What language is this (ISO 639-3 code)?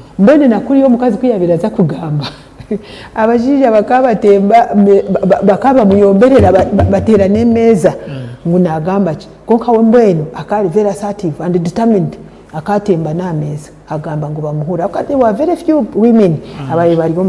nyn